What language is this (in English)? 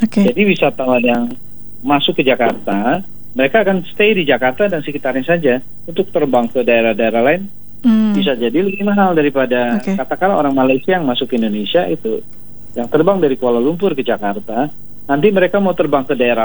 Indonesian